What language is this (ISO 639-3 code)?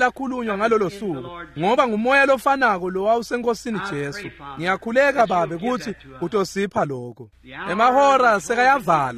ssw